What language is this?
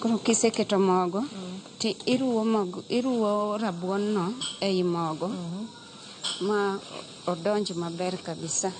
Luo (Kenya and Tanzania)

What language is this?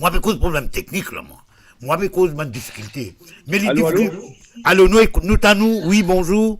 Morisyen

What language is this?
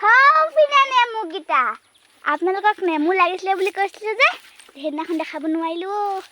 Assamese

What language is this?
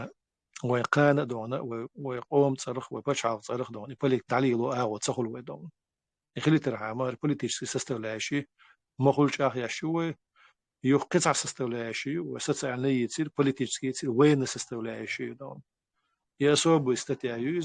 Chechen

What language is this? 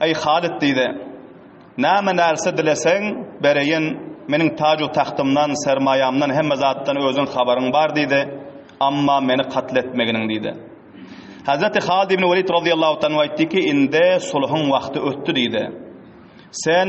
Turkmen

